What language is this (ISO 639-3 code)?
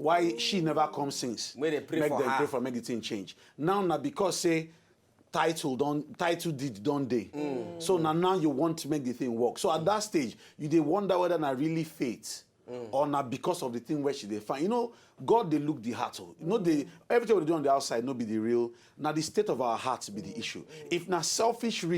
pcm